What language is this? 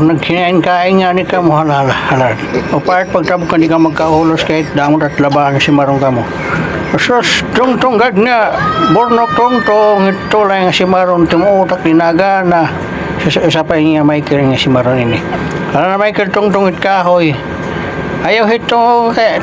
Waray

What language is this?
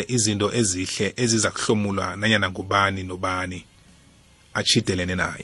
South Ndebele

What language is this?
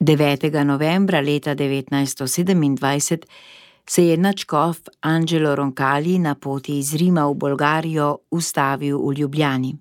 Slovenian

